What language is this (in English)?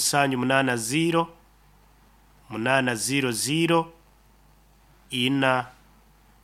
Nyoro